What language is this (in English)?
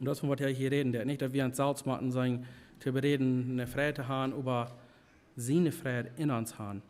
Plautdietsch